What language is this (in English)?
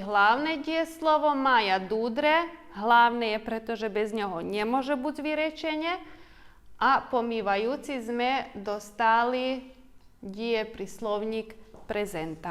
Rusyn